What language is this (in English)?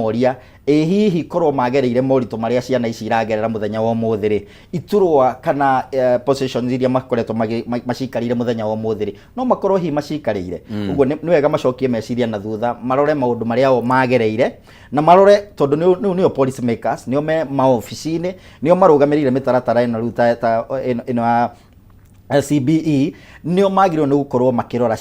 Kikuyu